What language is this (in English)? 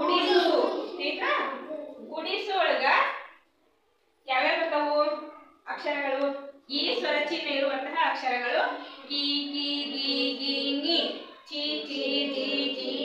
Kannada